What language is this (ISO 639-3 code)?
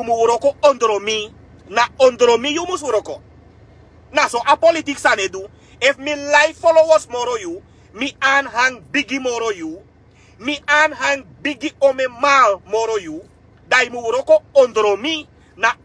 srn